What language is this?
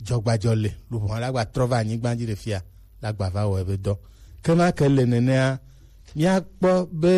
Gen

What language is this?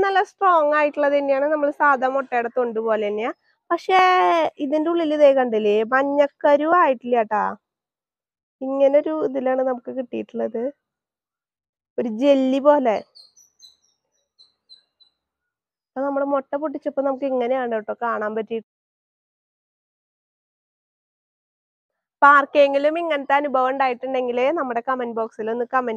Malayalam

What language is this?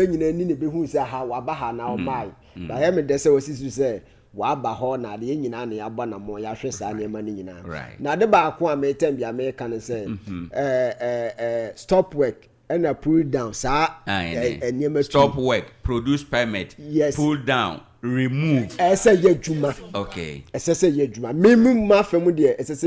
Akan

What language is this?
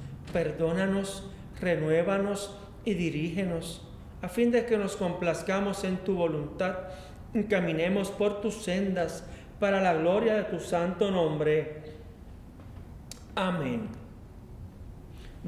Spanish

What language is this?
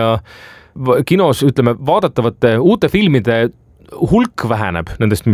Estonian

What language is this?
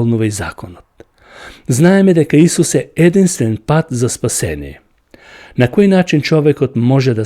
Macedonian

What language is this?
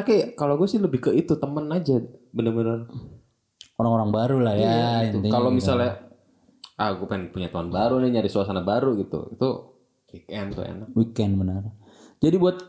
Indonesian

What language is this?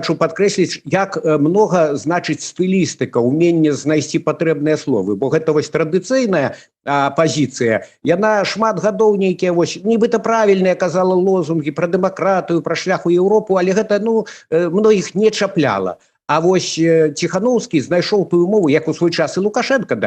Belarusian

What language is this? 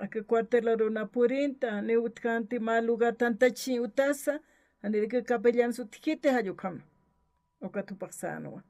Aymara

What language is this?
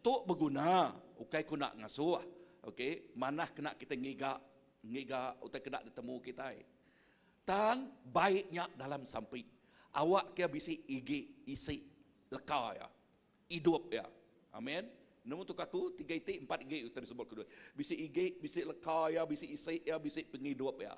Iban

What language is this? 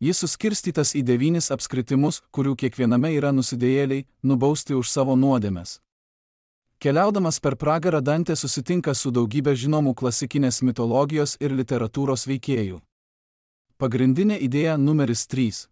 Lithuanian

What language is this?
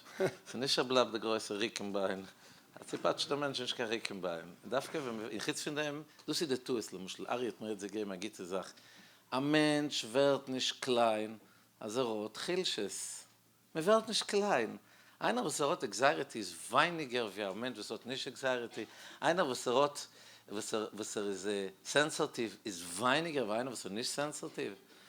Yiddish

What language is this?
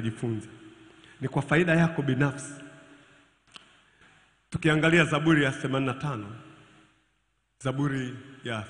Swahili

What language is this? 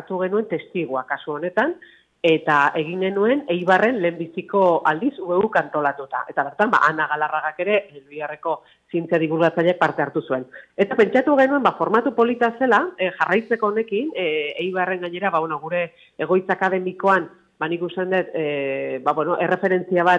Basque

